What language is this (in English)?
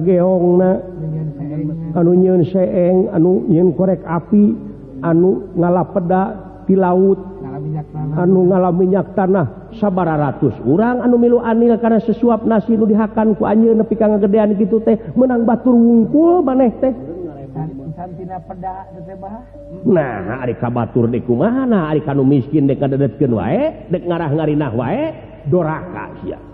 Sundanese